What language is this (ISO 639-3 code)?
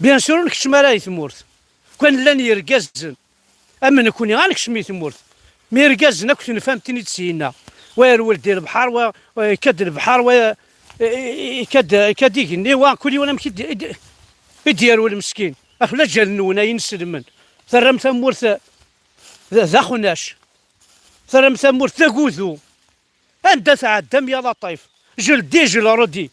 kab